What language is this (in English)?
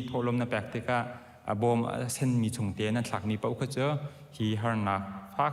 Hakha Chin